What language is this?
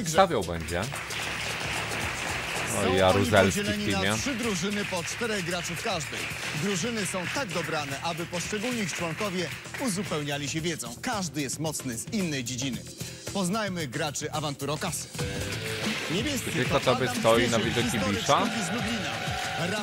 Polish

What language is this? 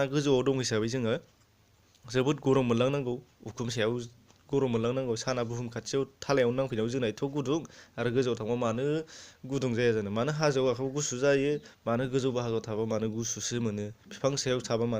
Bodo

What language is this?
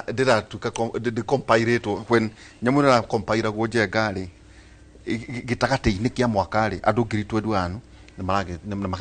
Kikuyu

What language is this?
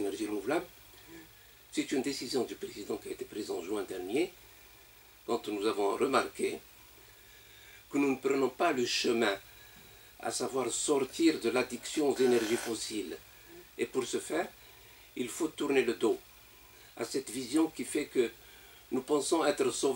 French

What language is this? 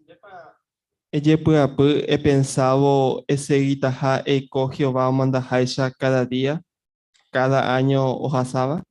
Guarani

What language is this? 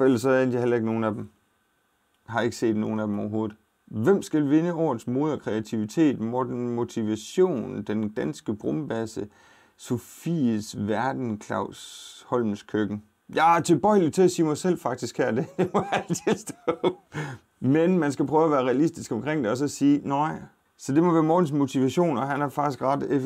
Danish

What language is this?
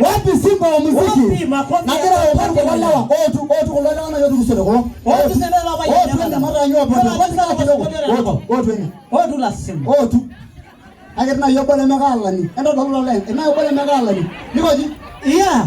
Masai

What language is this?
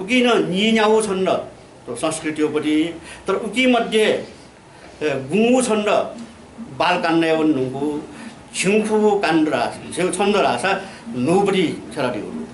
Newari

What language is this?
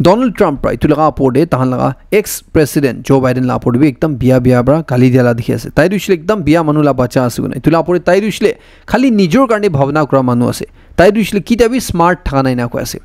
Naga Pidgin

